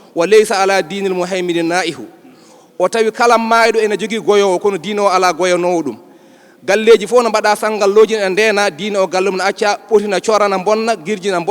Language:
Fula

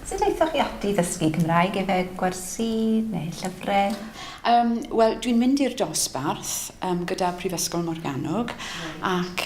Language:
Welsh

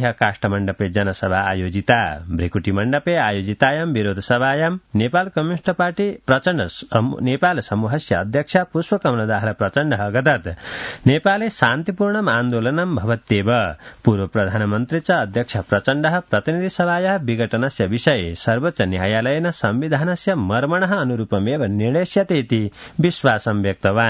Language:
Sanskrit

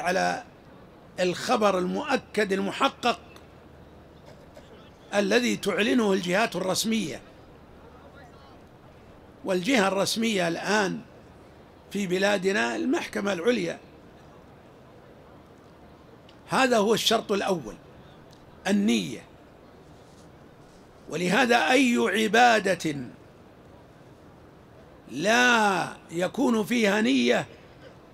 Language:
Arabic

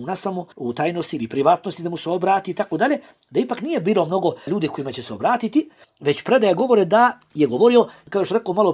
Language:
Bosnian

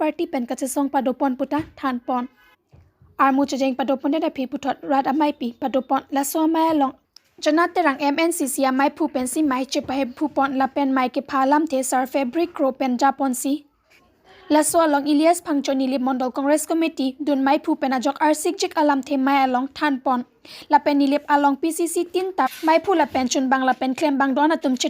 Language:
Karbi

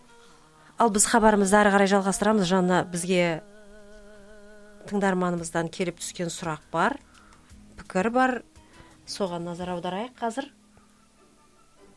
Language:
Kazakh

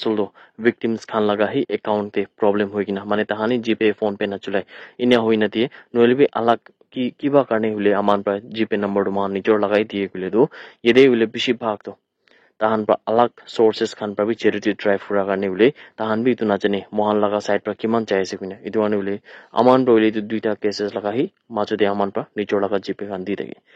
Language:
Naga Pidgin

